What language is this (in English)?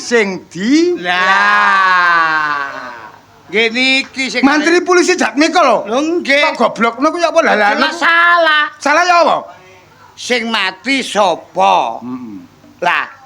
Javanese